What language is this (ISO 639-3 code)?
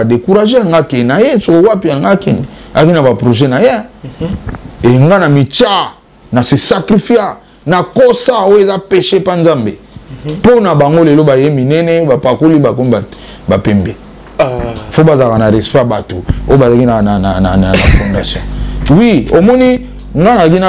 lin